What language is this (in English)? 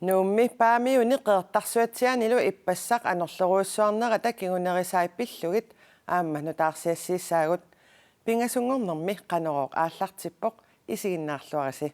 Kalaallisut